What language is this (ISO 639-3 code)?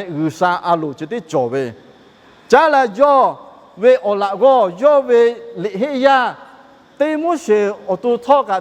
lhu